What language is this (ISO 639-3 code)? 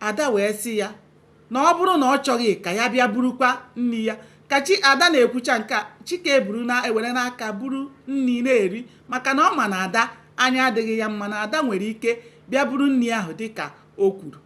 ibo